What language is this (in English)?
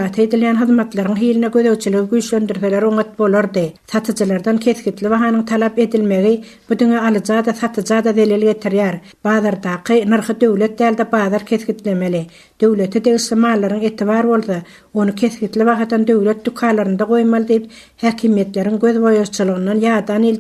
Turkmen